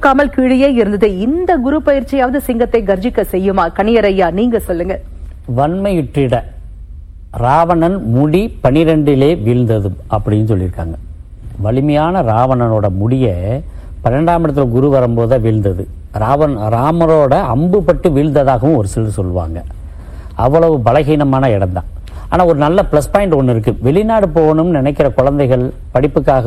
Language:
Tamil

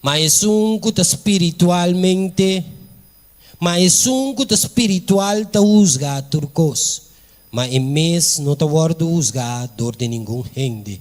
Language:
Papiamento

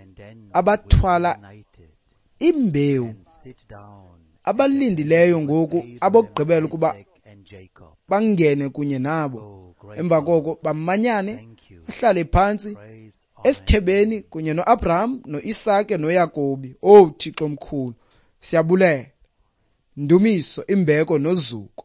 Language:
Xhosa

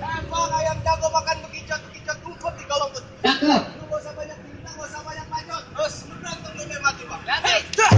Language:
Betawi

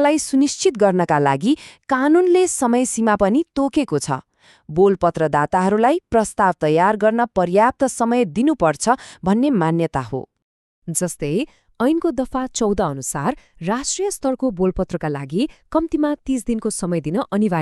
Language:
Nepali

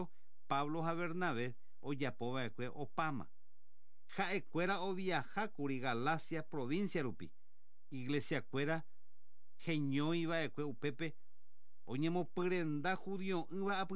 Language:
Guarani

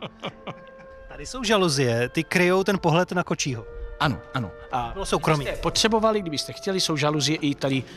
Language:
Czech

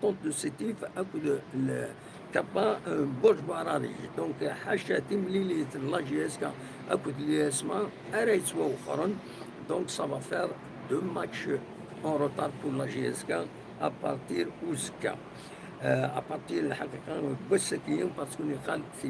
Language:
Kabyle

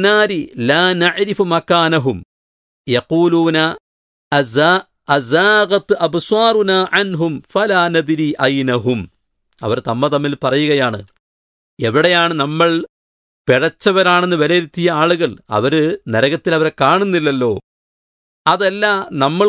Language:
Malayalam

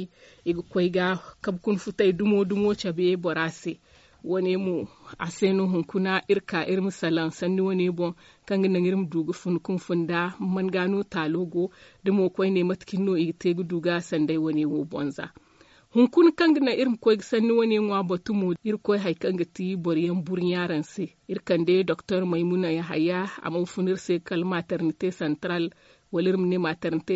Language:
Zarma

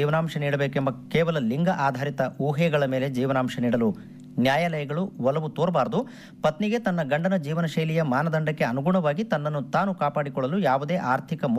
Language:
Kannada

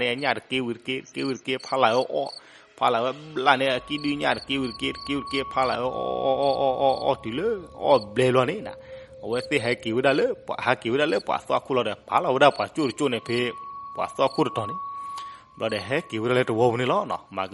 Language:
S'gaw Karen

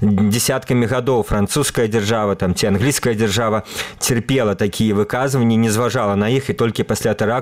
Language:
Belarusian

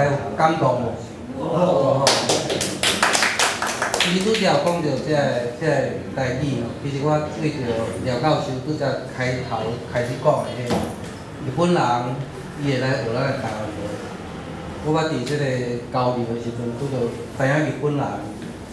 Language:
Min Nan Chinese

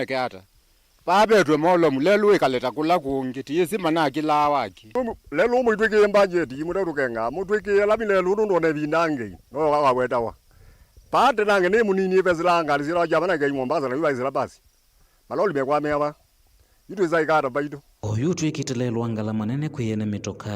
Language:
Kamba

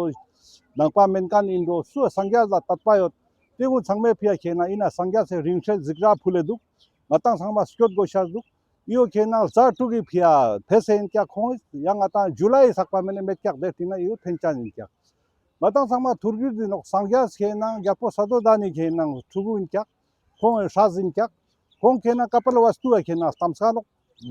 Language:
Ladakhi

